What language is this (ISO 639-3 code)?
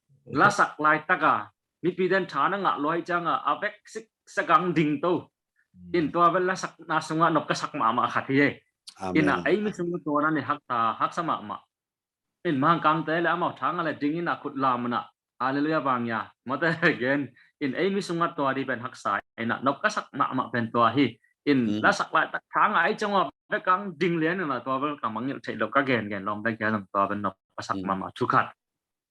ctd